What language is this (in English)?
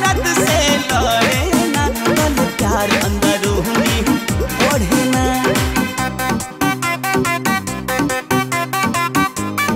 Bhojpuri